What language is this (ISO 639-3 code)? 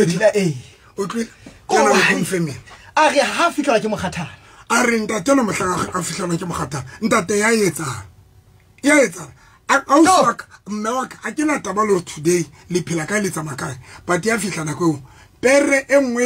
sot